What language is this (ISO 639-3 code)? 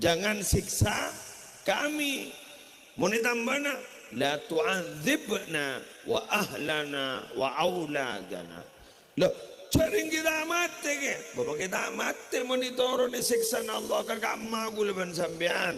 mad